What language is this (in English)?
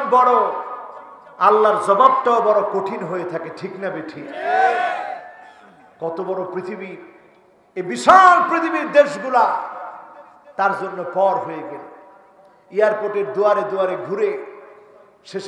Bangla